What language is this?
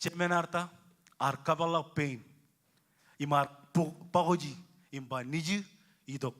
Marshallese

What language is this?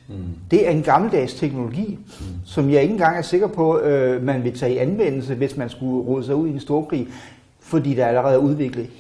Danish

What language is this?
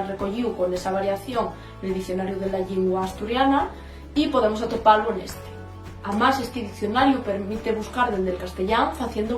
Asturian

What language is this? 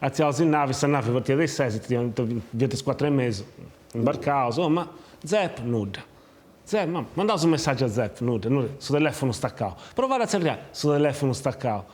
Sardinian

